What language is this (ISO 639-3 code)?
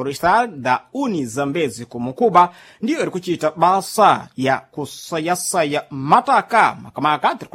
seh